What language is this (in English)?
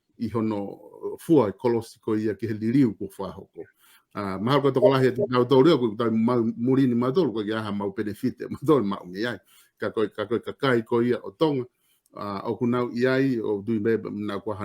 Tongan